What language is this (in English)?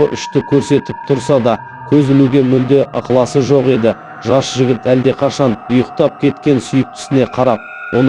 Kazakh